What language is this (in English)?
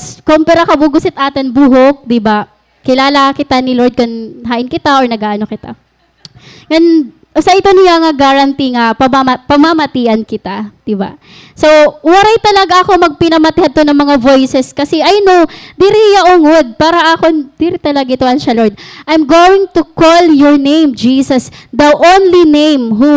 Waray